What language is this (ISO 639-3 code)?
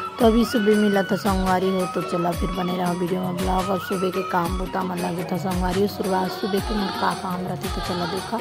hne